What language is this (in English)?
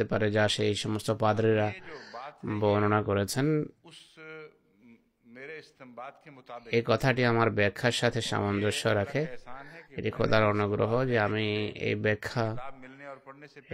Bangla